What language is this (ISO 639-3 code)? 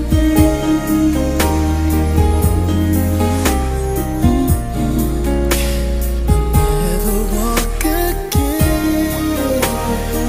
eng